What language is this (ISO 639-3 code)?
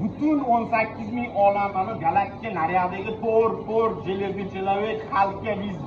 uzb